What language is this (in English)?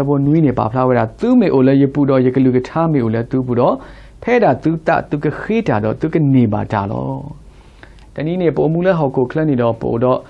S'gaw Karen